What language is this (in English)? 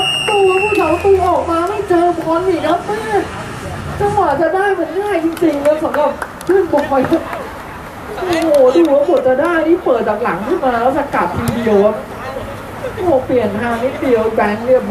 Thai